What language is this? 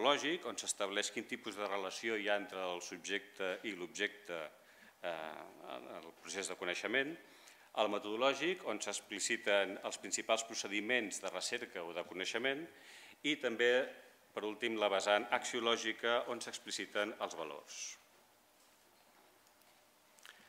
Catalan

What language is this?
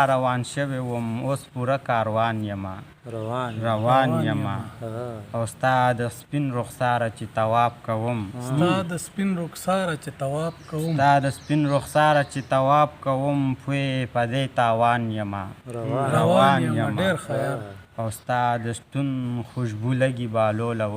Pashto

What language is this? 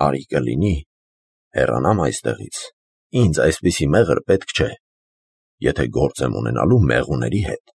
Armenian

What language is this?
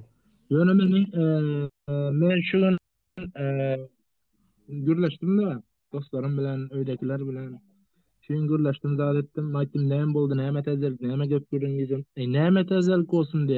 Turkmen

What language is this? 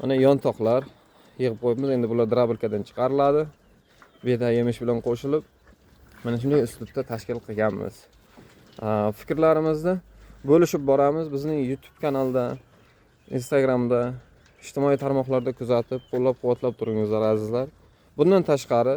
Uzbek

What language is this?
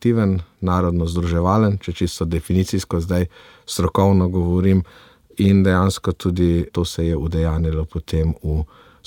Slovenian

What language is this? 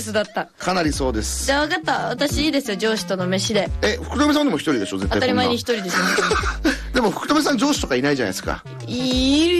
Japanese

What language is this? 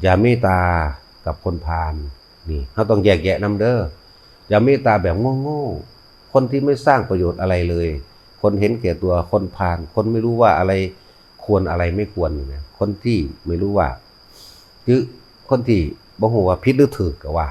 Northeastern Thai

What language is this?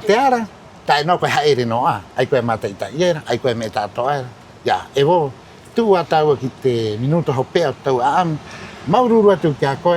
Rapanui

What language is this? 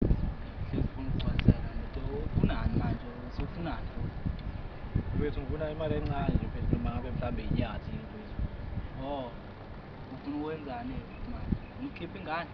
Zulu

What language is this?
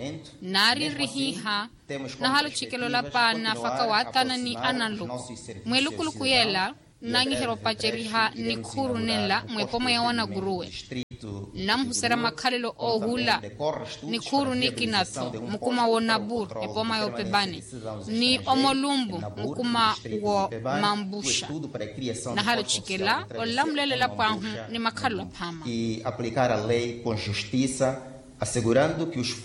Makhuwa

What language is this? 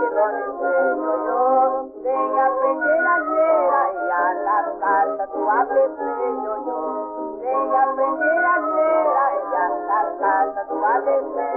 Portuguese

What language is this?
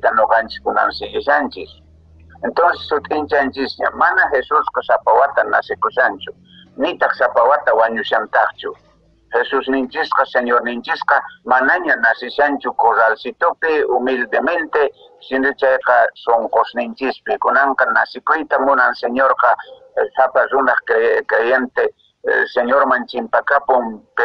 Quechua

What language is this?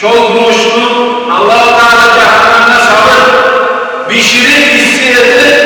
Kumyk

